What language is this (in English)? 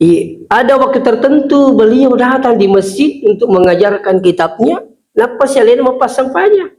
Buginese